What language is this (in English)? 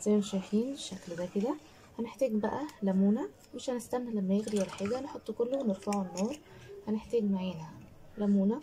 Egyptian Arabic